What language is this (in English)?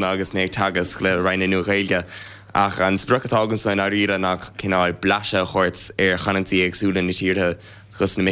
Irish